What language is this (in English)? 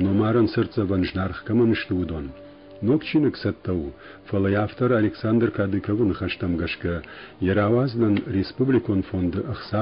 Ossetic